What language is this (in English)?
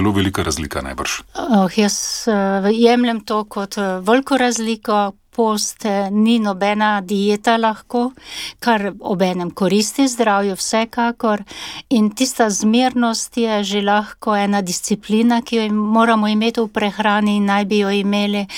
Slovenian